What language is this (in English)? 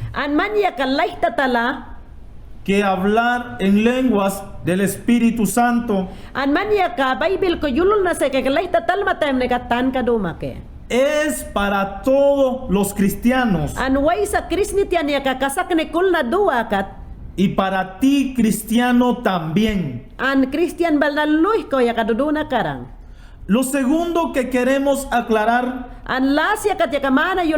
Mayangna